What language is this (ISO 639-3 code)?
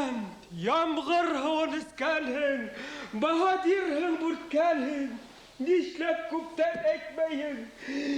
bak